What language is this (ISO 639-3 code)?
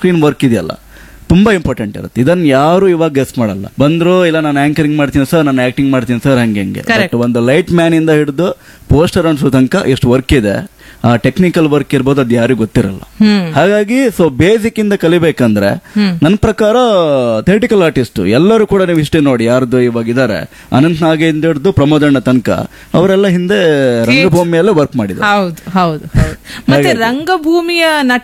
kan